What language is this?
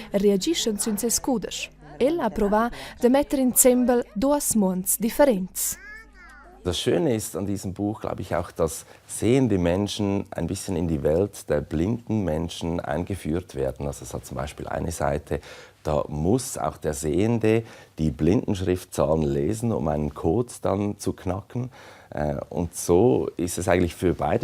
Romansh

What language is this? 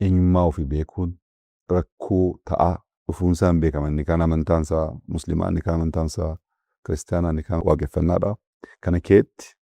Oromo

